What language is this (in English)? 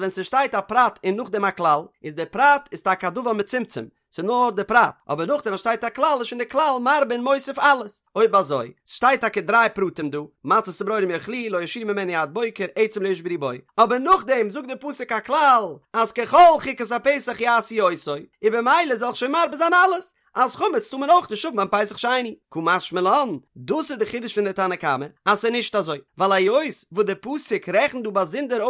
Yiddish